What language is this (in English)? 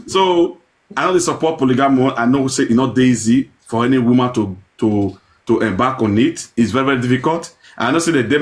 Nigerian Pidgin